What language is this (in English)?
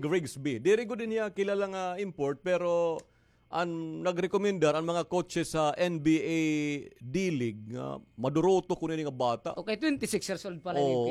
Waray